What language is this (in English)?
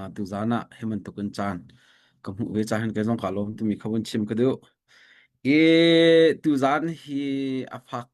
Hakha Chin